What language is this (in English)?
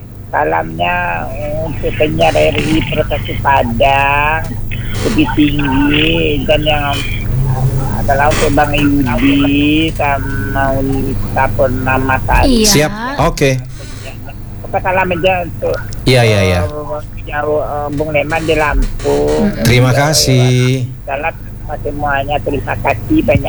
Indonesian